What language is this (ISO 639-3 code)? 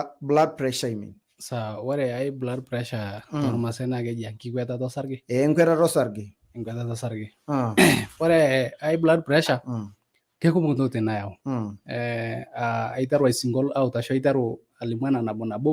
mas